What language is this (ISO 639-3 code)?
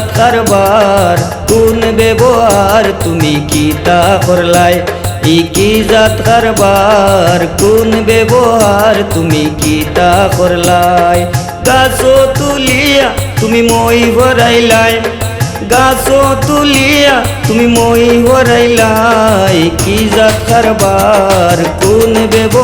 syl